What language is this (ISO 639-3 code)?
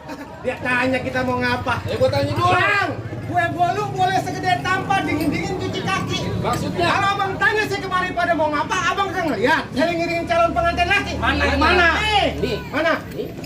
bew